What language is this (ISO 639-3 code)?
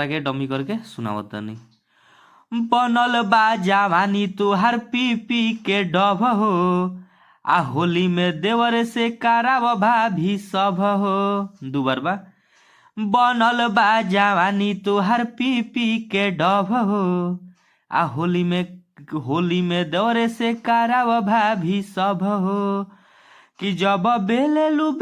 bho